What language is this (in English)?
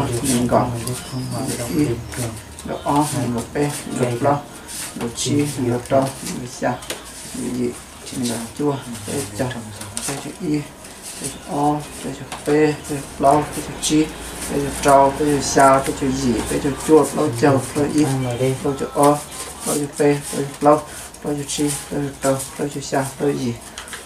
Hmong